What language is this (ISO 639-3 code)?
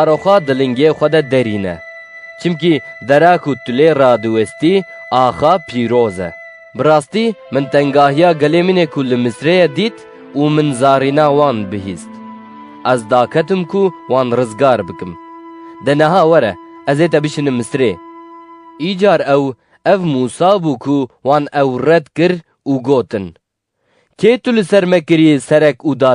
kur